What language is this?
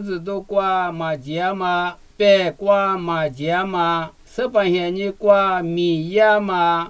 Lisu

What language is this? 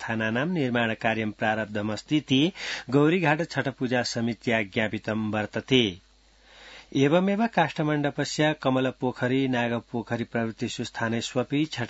Sanskrit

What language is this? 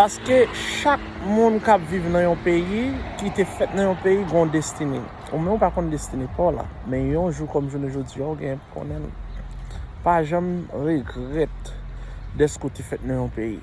Haitian Creole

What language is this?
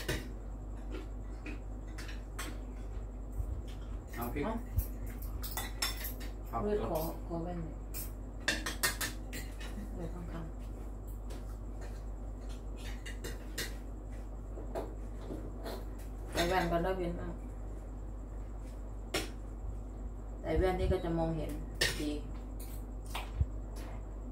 Thai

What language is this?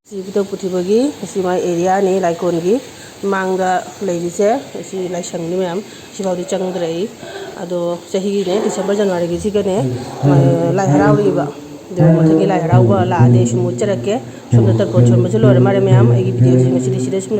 Manipuri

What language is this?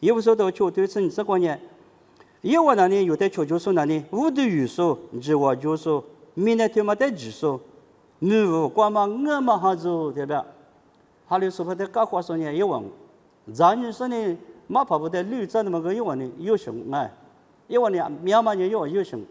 Lisu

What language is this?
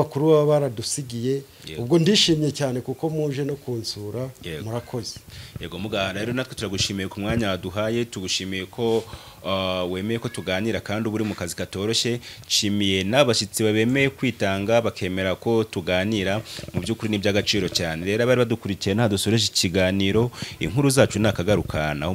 Kinyarwanda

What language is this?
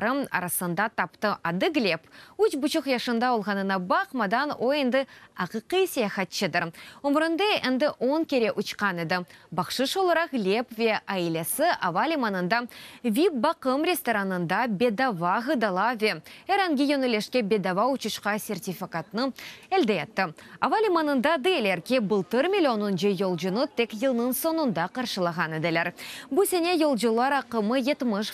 Crimean Tatar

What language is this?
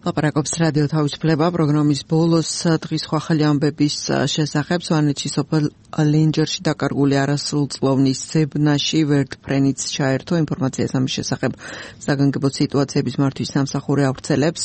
Georgian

